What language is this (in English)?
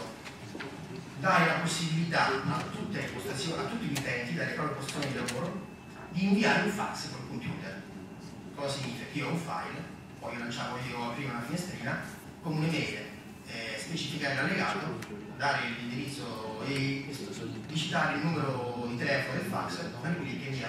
Italian